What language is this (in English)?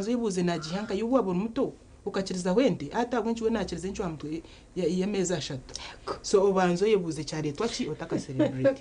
Nyankole